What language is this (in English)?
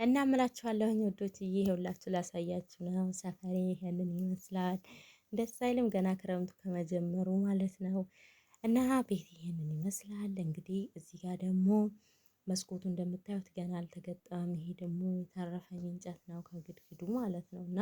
Amharic